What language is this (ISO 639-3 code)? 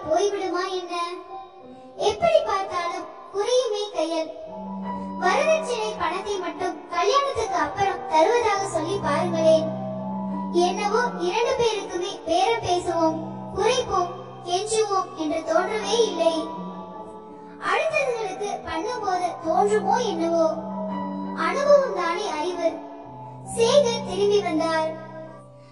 tam